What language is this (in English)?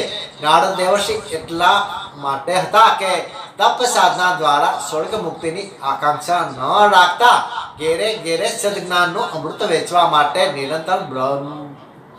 Gujarati